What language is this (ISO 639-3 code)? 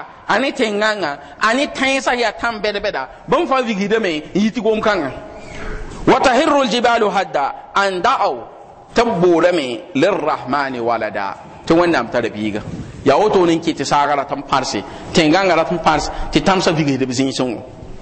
mos